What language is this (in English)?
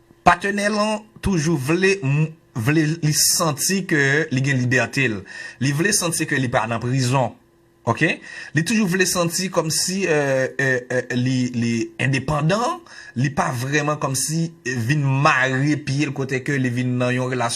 Haitian Creole